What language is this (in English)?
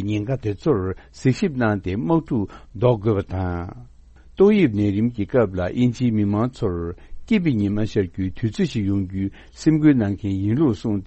Tibetan